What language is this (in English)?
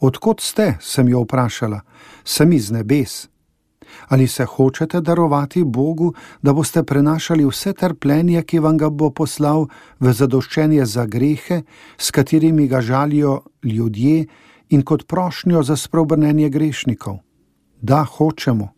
Slovenian